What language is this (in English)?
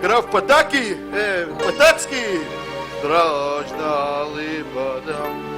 Yiddish